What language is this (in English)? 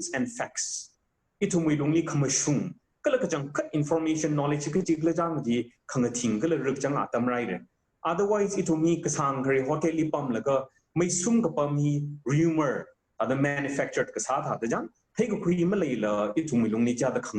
Tangkhul Naga (India)